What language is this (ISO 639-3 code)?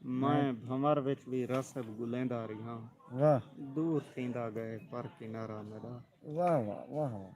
skr